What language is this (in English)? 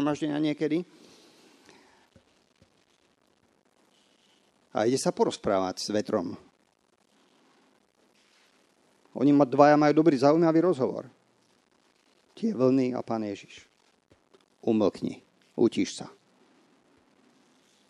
Slovak